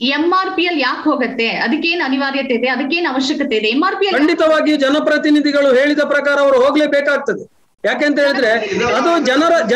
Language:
Kannada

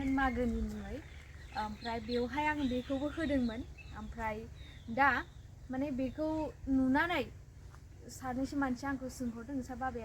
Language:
Bodo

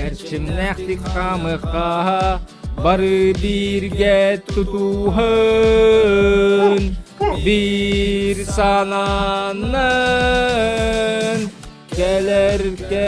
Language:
Yakut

